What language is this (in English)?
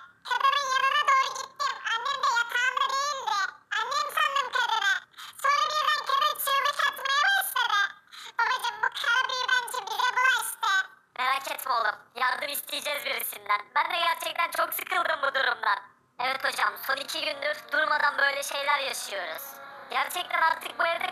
Turkish